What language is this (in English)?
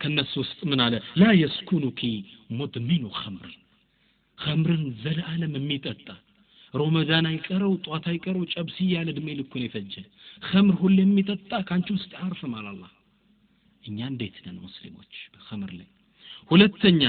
Amharic